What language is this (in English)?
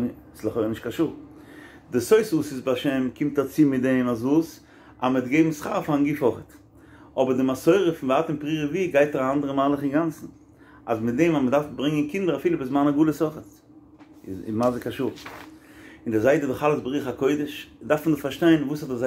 Yiddish